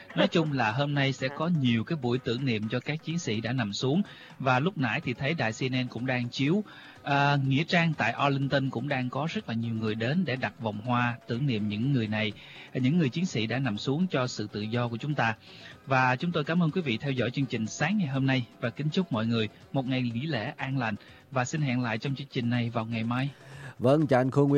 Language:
Vietnamese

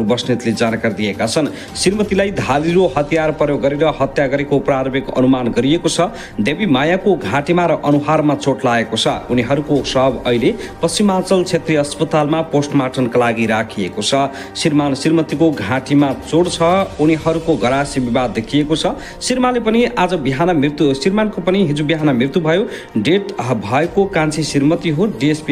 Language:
Nepali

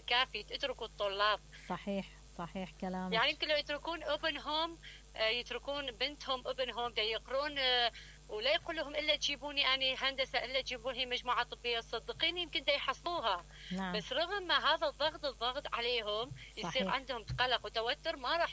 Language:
Mesopotamian Arabic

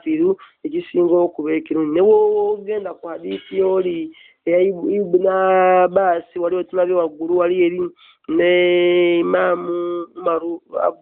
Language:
Ganda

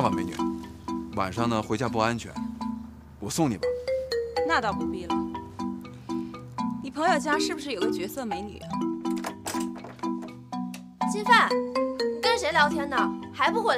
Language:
Chinese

